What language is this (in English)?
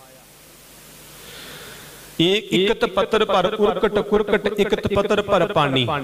Punjabi